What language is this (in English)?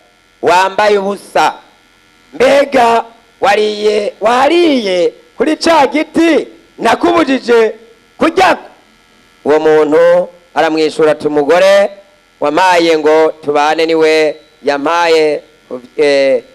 Rundi